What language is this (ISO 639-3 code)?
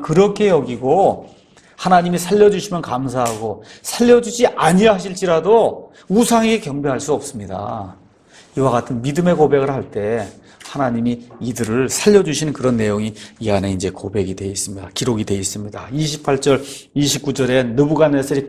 kor